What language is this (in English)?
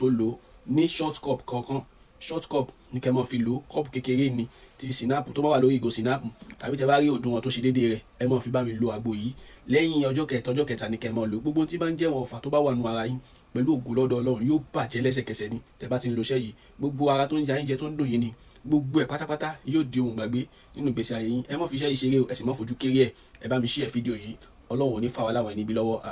Yoruba